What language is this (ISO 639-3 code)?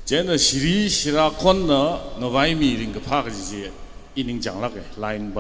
nmf